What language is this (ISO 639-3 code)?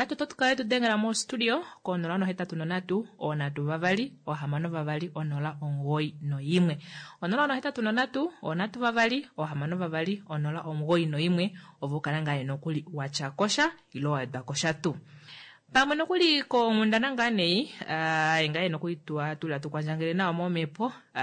kua